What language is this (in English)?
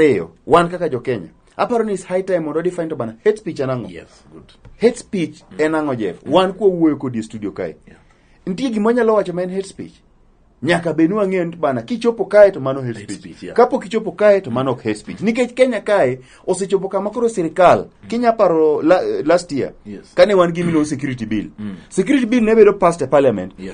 Luo (Kenya and Tanzania)